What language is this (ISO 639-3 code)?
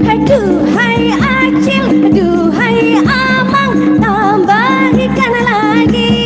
bjn